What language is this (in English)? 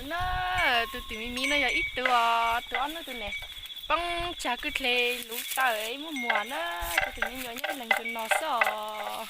Hmong